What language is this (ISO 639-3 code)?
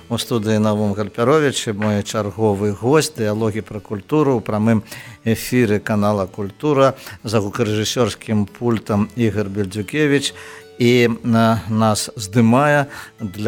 bel